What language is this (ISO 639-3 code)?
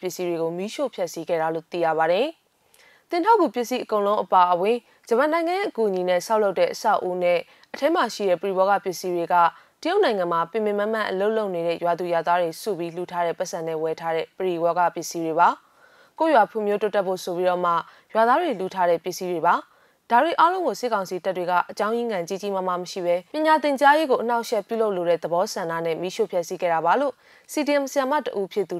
mya